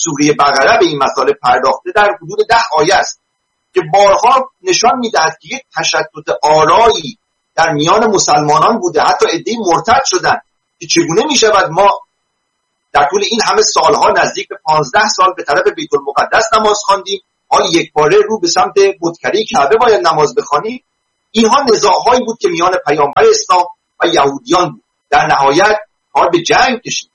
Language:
Persian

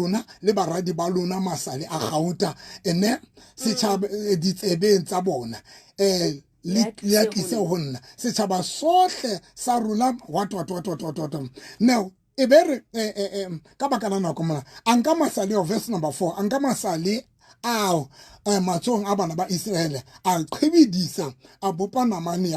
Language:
Southern Sotho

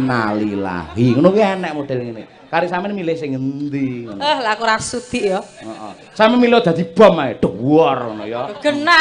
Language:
Javanese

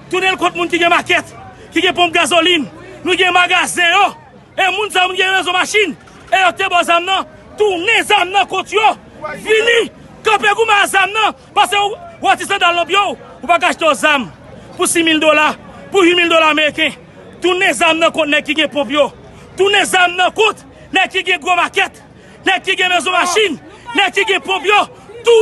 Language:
Haitian Creole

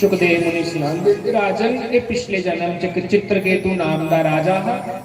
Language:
Dogri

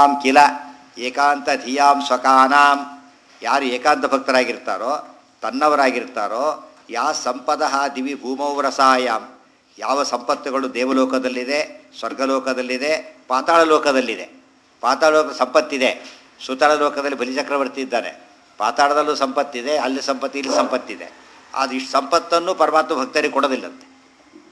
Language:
Kannada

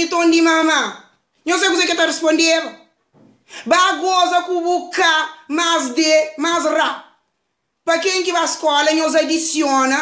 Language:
Kabuverdianu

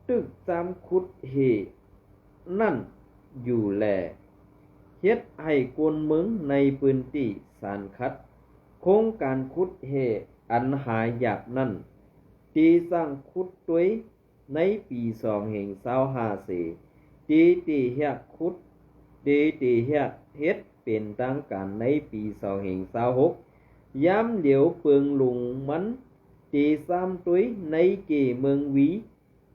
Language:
Shan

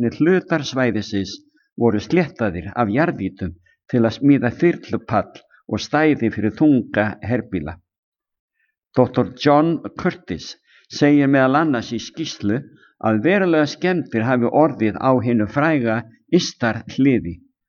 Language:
Icelandic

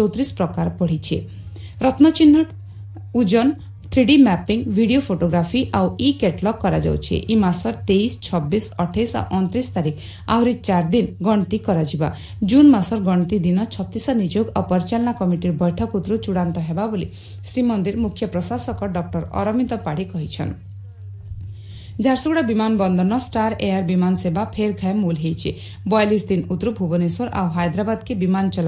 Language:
Odia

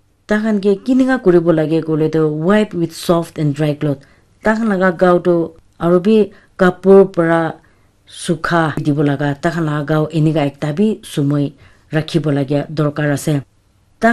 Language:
Naga Pidgin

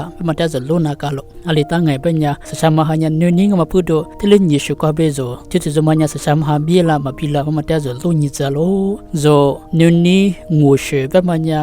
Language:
Lisu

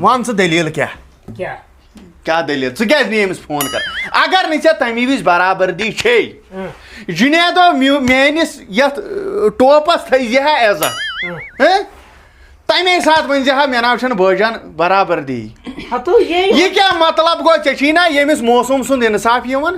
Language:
Kashmiri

